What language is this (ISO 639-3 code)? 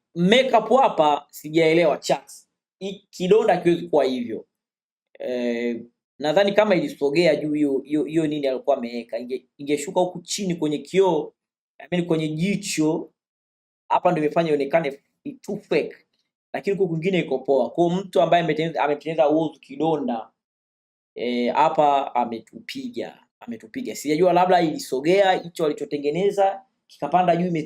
swa